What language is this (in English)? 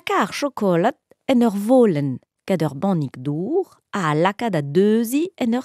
Breton